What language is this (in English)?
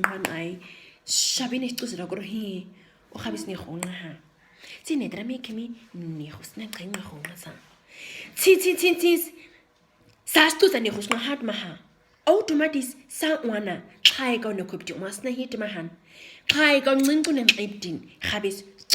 Nama